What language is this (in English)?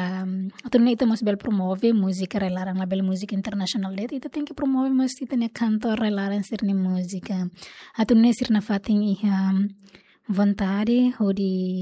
Tetum